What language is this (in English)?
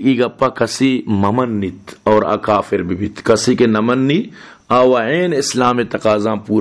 Baluchi